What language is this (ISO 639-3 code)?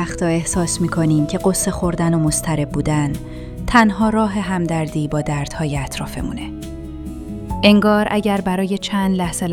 fas